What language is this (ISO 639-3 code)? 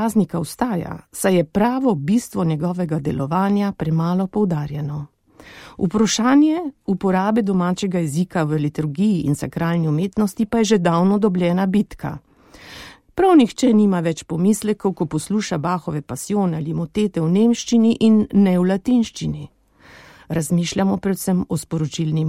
slv